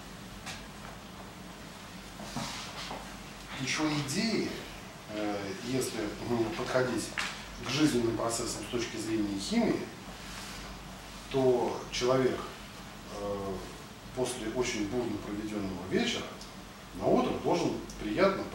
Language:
Russian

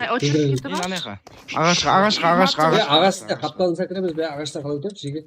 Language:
Kara-Kalpak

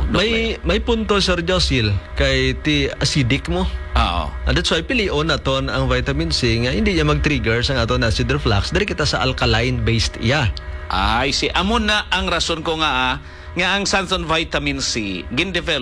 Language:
Hiligaynon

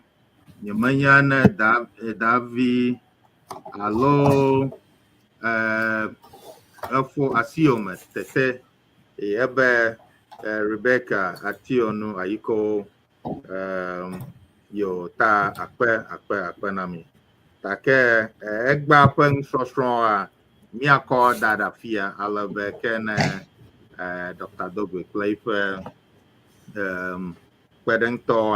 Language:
Ewe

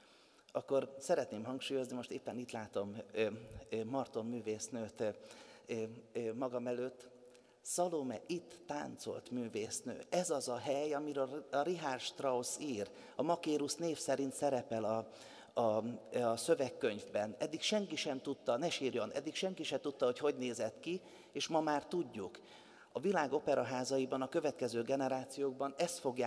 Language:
Hungarian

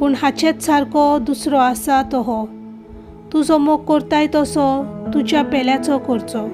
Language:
Konkani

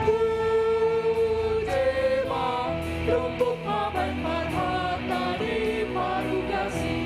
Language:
Batak Simalungun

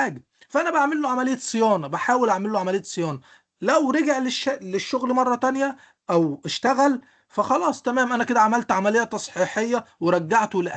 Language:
Egyptian Arabic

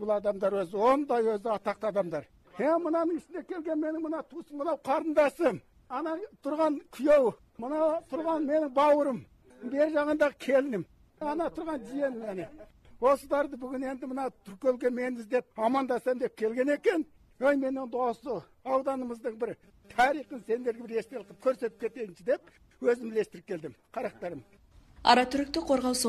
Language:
Kazakh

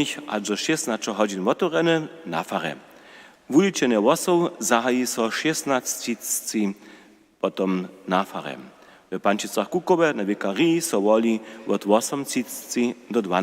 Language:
Upper Sorbian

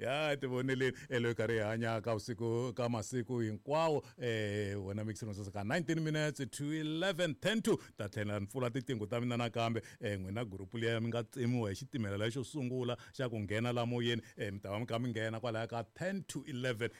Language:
Tsonga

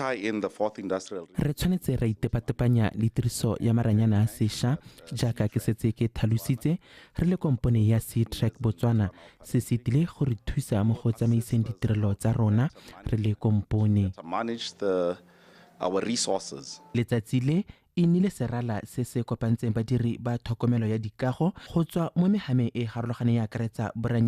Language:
Tswana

